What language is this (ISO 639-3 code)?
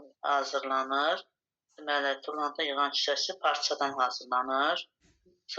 aze